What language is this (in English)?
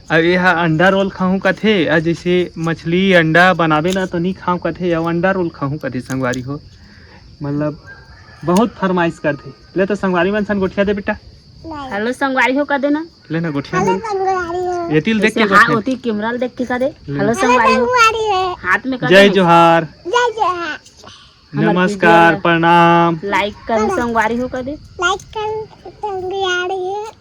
Chhattisgarhi